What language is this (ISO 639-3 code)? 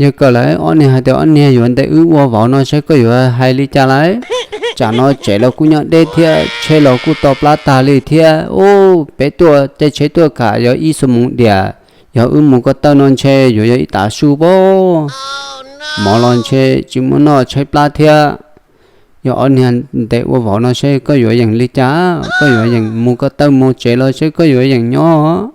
hmn